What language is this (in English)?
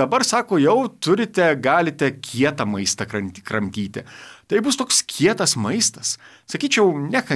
Lithuanian